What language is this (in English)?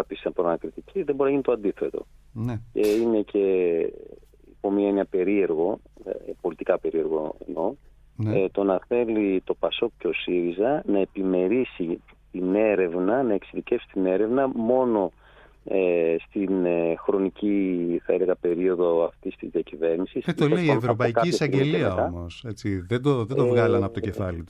Greek